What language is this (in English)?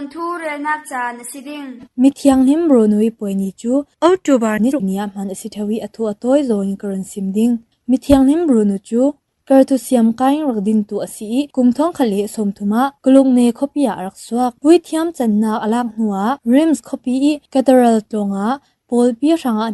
Falam Chin